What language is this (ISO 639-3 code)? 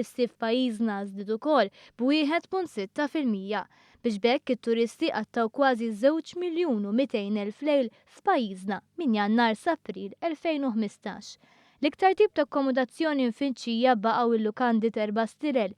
mlt